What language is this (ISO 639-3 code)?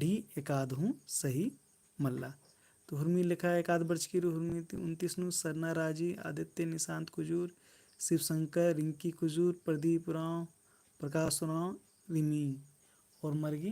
kru